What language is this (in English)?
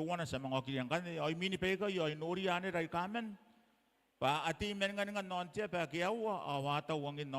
Gilbertese